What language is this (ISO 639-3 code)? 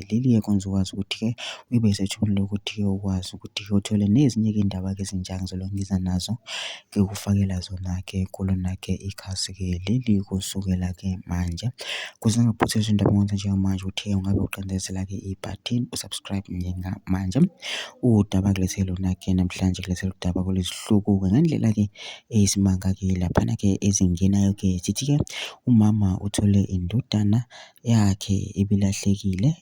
zul